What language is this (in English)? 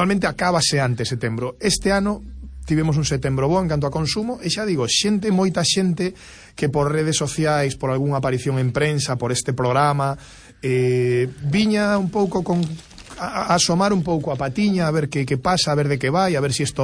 Galician